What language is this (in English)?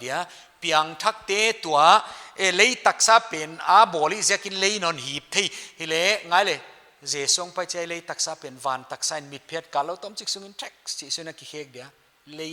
Paite Chin